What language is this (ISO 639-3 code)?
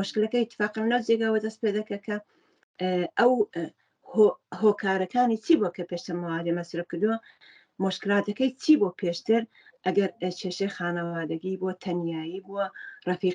ckb